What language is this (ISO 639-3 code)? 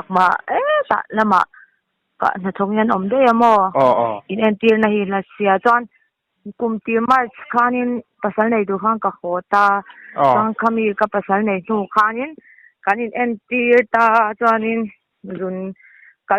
lus